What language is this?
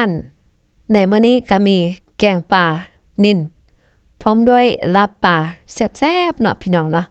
Lao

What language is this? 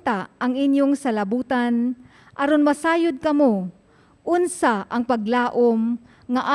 Cebuano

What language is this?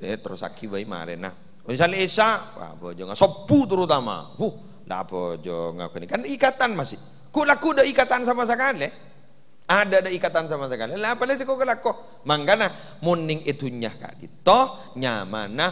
Madurese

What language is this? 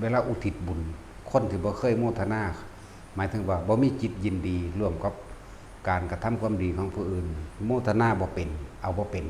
Northeastern Thai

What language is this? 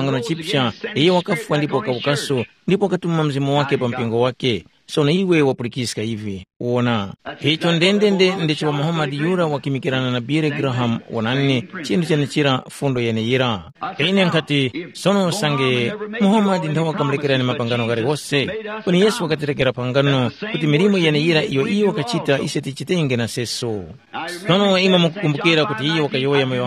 Tumbuka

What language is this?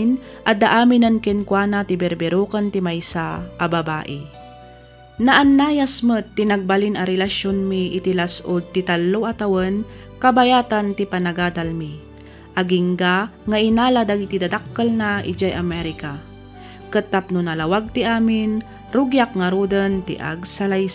Iloko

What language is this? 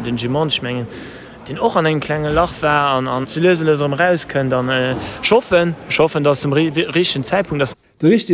Luxembourgish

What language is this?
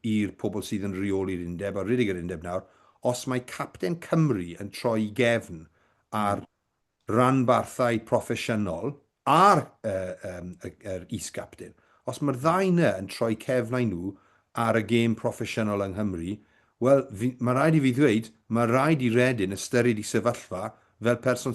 Welsh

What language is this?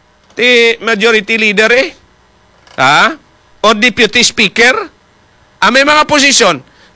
Hiligaynon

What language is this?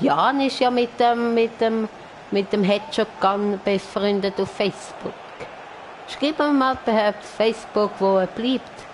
Swiss German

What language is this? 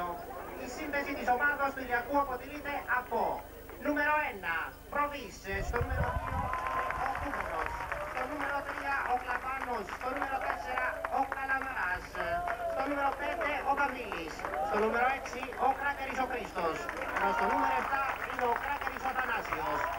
Greek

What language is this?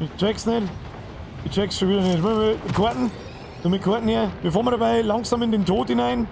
Bavarian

